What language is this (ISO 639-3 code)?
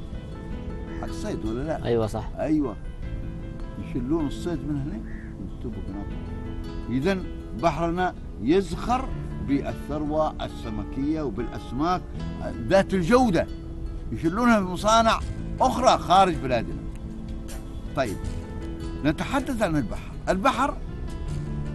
ara